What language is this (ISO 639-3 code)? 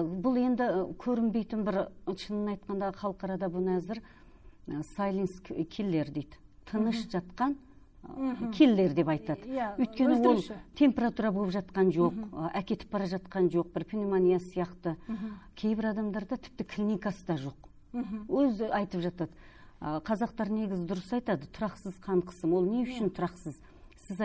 kaz